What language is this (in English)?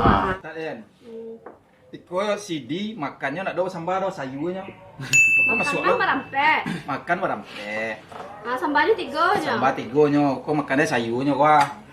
Minangkabau